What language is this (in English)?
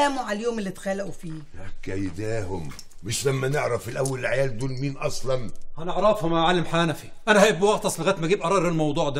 Egyptian Arabic